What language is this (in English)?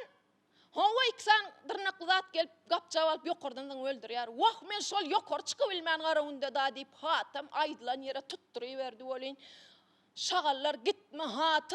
Turkmen